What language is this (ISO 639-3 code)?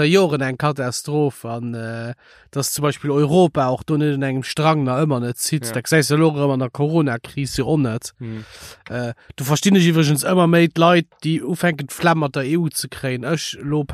ltz